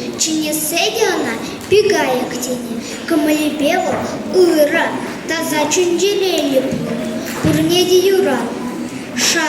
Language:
Chuvash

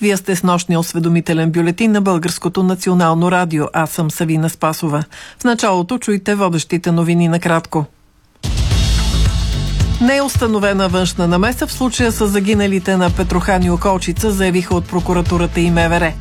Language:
Bulgarian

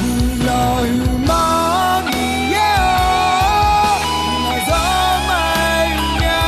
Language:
Akha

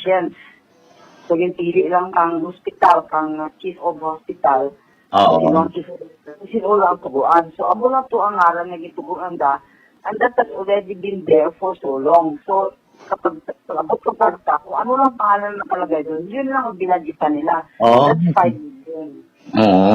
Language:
Hiligaynon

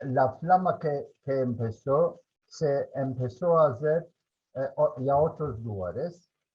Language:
Ladino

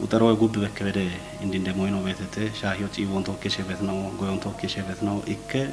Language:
Kafa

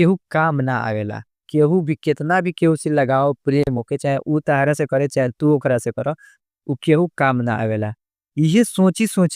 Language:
Bhojpuri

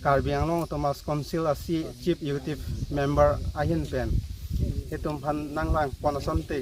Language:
Karbi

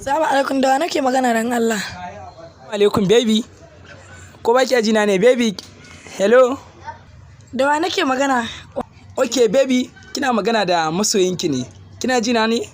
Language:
Hausa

